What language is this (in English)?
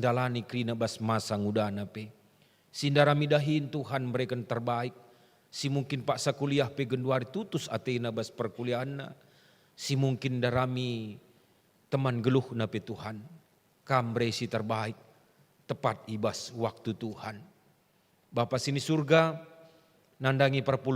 Batak Karo